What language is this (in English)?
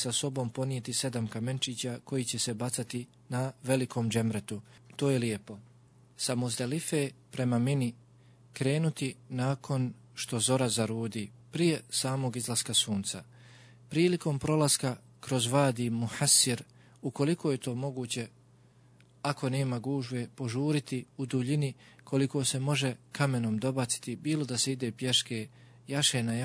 Bosnian